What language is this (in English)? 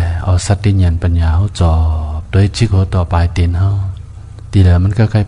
Shan